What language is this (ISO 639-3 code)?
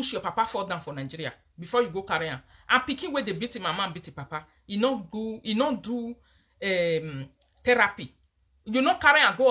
pcm